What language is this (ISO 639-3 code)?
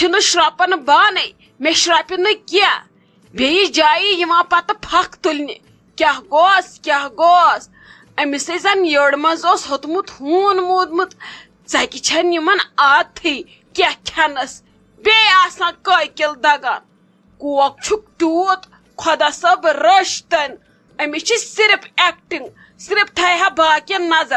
kas